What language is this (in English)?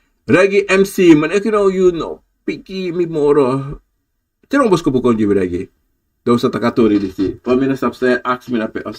Sranan Tongo